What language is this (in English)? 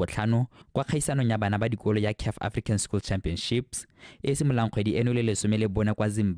Tswana